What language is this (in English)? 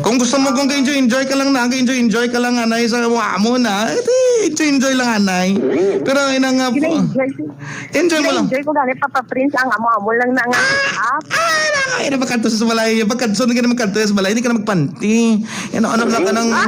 Hiligaynon